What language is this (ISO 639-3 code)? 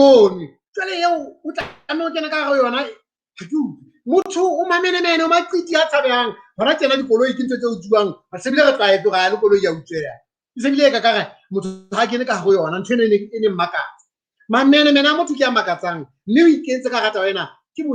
sot